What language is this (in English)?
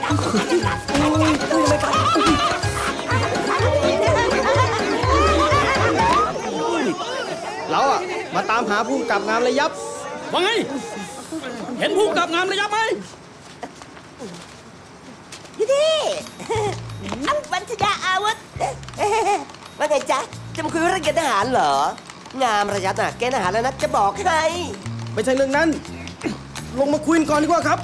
Thai